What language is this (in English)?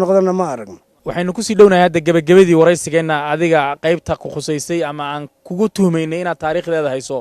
Somali